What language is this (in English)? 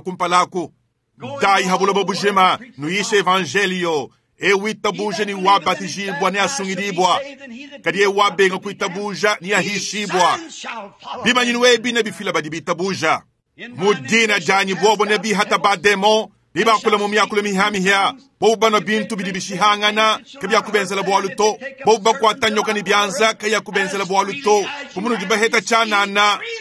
Luba-Lulua